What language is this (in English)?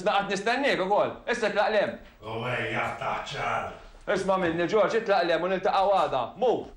Maltese